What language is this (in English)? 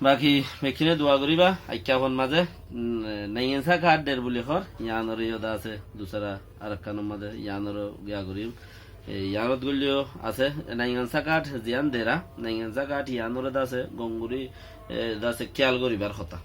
Rohingya